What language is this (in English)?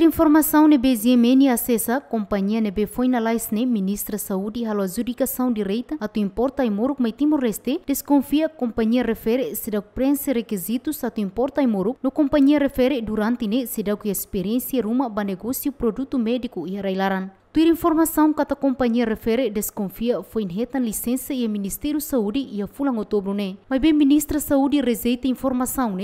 Tetum